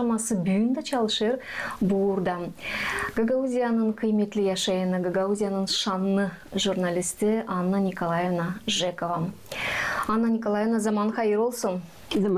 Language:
Gagauz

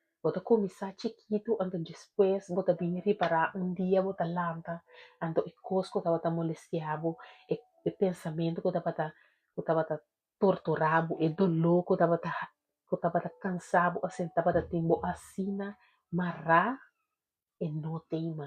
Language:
Papiamento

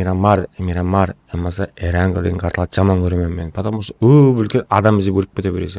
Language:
Kara-Kalpak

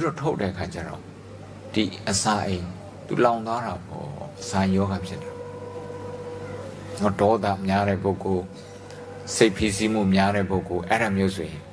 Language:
Burmese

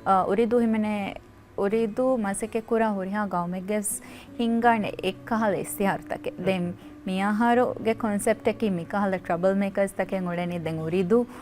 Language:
Divehi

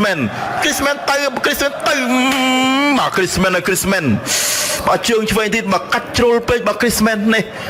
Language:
Khmer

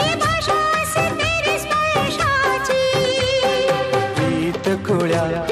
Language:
Marathi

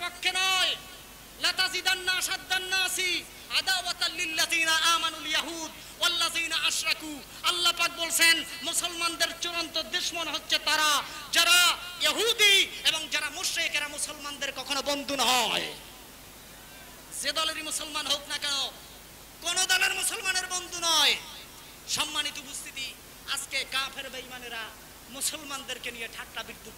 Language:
Bangla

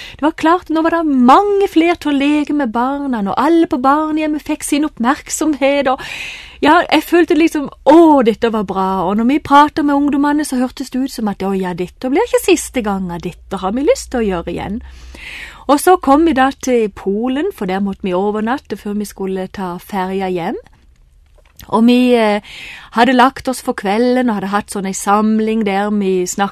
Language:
Norwegian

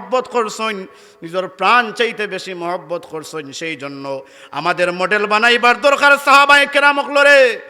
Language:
Sylheti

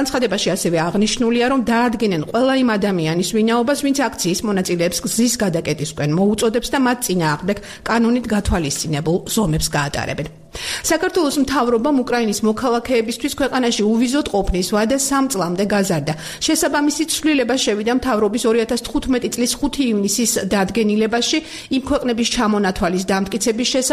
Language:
Georgian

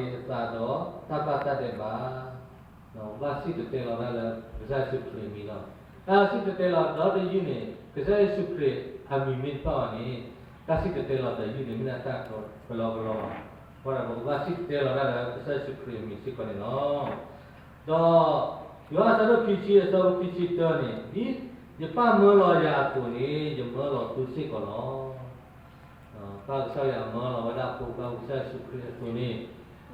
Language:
S'gaw Karen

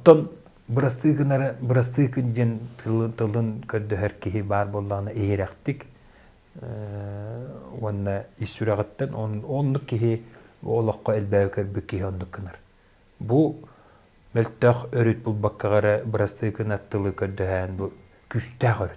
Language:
Yakut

